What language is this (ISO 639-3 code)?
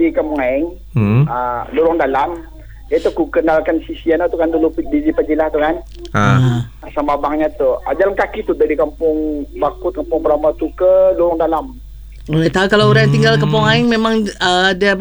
msa